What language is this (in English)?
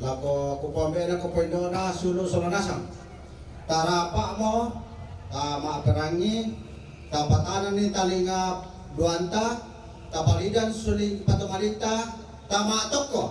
Toraja-Sa'dan